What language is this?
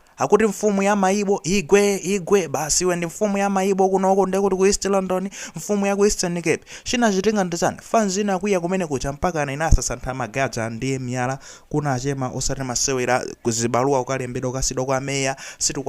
Nyanja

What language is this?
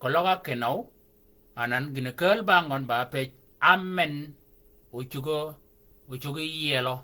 Shilluk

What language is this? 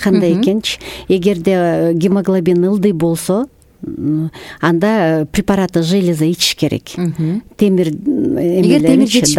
Kyrgyz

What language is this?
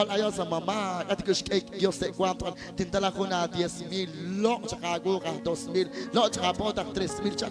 Kekchí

